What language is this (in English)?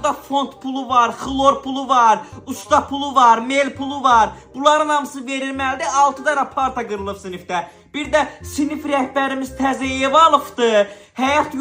Azerbaijani